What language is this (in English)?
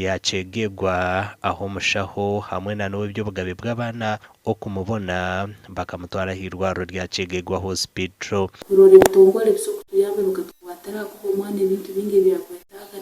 Nyankole